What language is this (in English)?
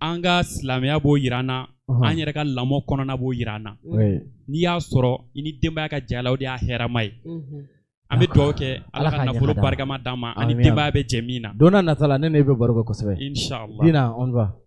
Bambara